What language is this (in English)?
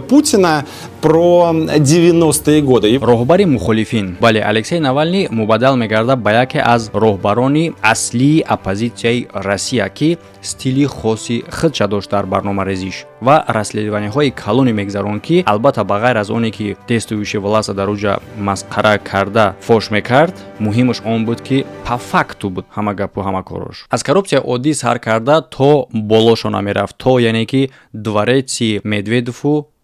Tajik